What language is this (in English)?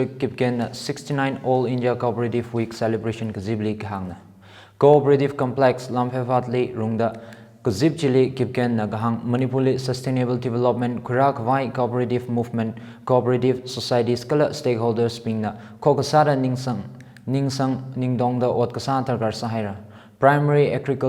Tangkhul Naga (India)